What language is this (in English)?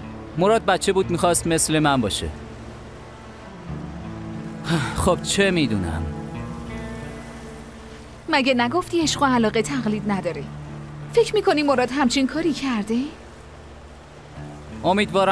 Persian